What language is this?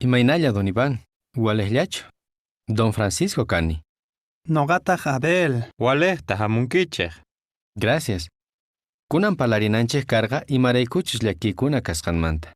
South Bolivian Quechua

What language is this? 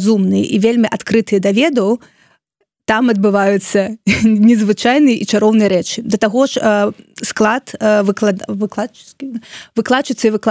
Belarusian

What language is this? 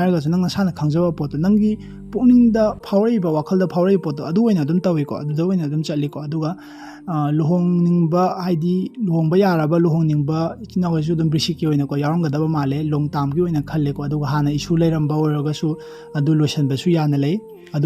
Manipuri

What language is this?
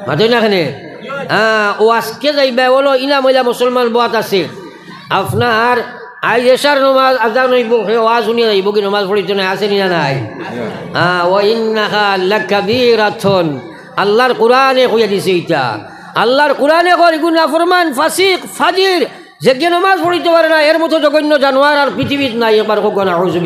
Sylheti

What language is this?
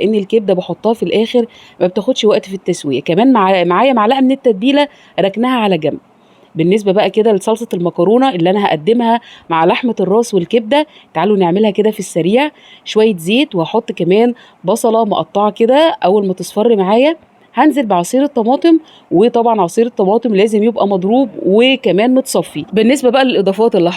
Egyptian Arabic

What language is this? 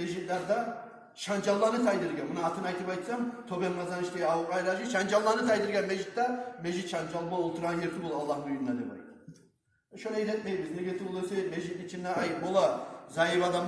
Kumyk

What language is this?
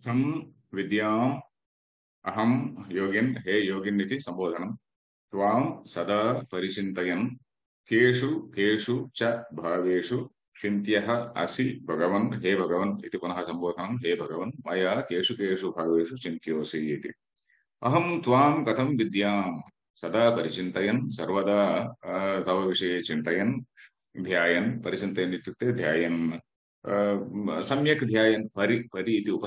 Sanskrit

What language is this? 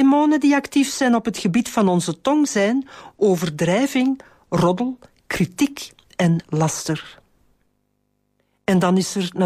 Dutch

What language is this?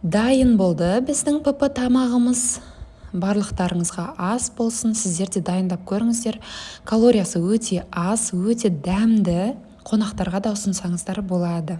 Kazakh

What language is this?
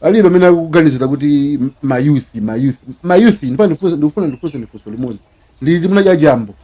Nyanja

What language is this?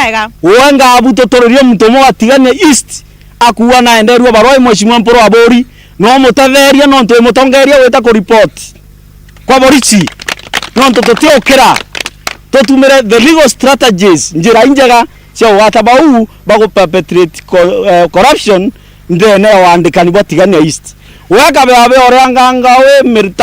Meru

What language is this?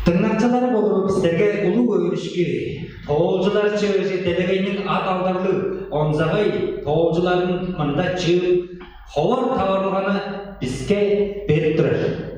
Tuvinian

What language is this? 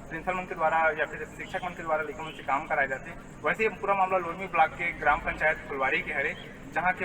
Chhattisgarhi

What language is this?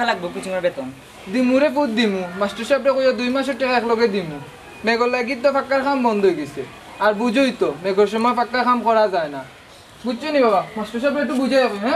Sylheti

